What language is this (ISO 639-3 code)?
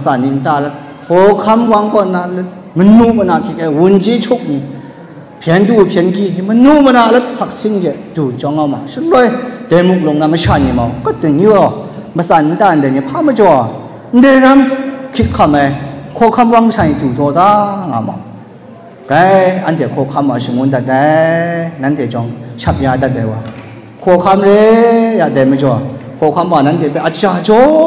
kac